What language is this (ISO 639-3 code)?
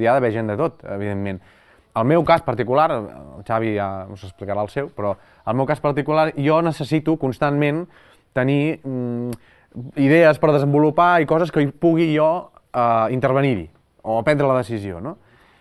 cat